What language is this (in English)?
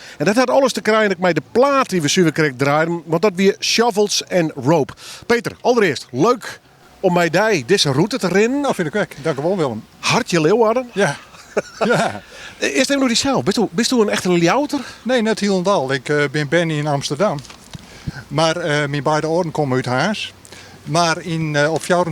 Western Frisian